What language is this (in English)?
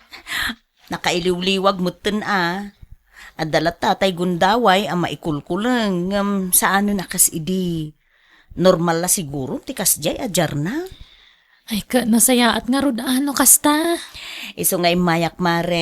Iloko